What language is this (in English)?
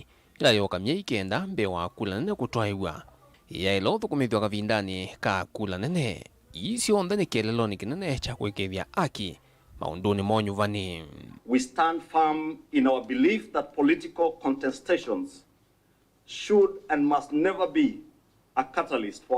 Kamba